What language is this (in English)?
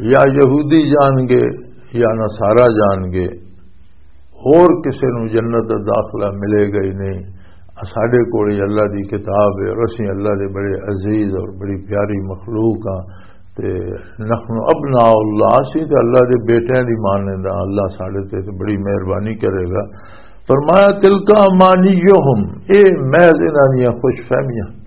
Western Panjabi